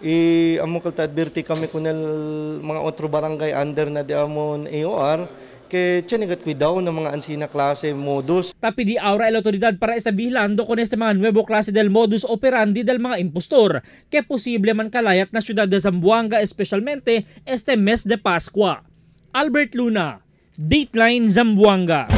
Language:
Chavacano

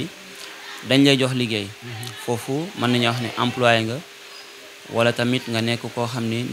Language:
Wolof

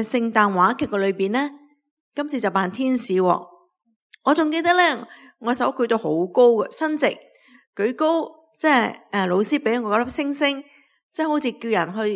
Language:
Cantonese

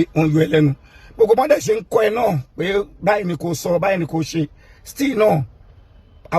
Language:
Yoruba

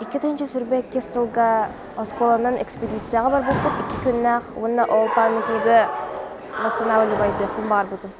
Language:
Yakut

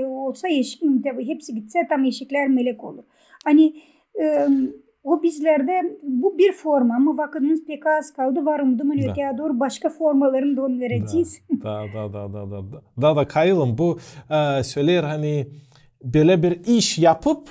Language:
Gagauz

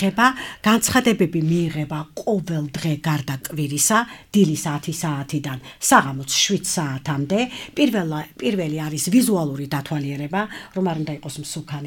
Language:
Georgian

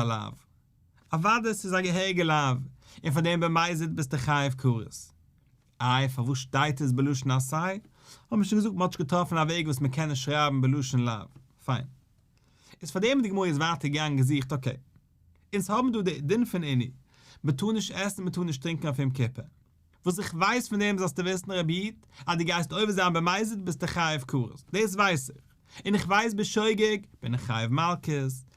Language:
Yiddish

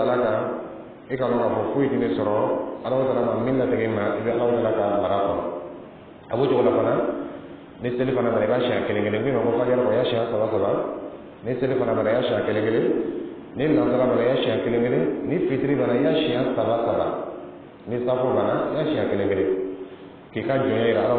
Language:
Dyula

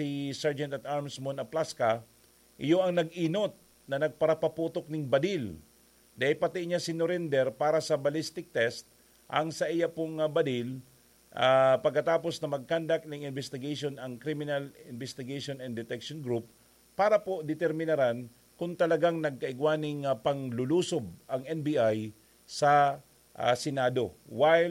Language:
Bikol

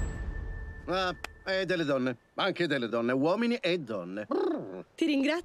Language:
Italian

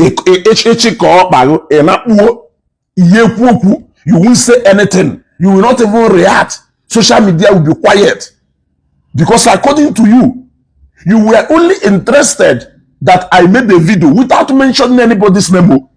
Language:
Igbo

